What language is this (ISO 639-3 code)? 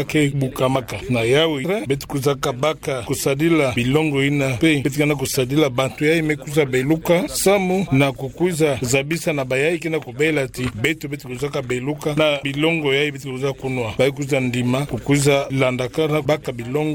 ktu